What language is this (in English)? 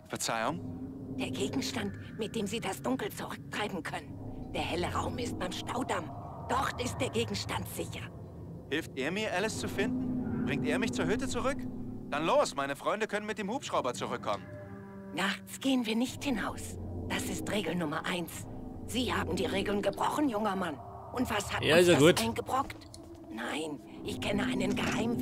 Bavarian